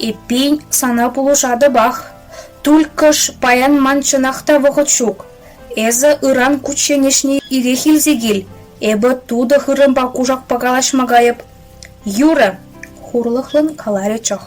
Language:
Chuvash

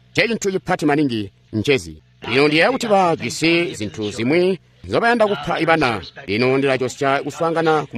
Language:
Tonga (Zambia)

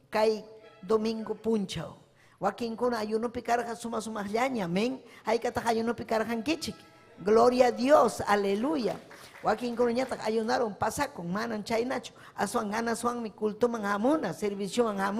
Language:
Ayacucho Quechua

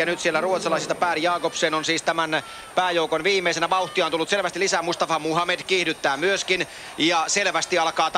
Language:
Finnish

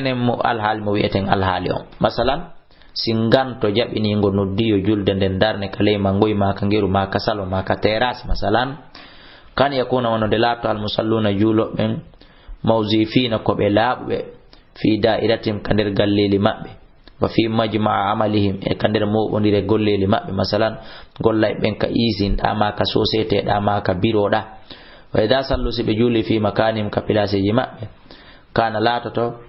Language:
Fula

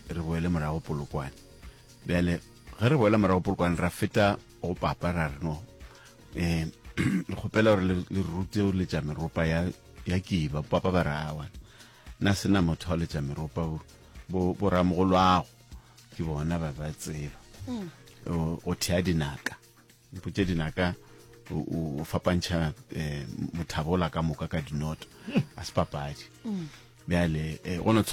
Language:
Northern Sotho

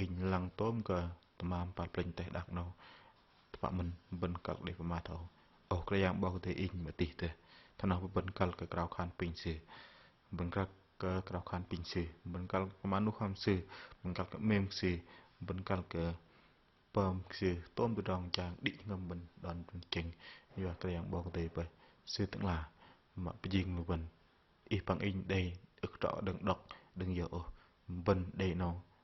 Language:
Bahnar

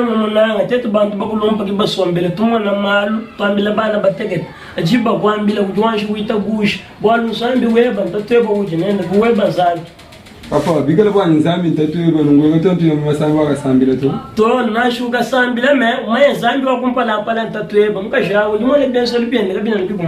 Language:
Luba-Lulua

